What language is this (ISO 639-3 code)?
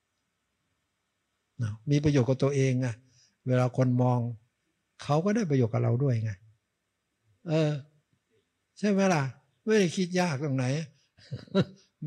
tha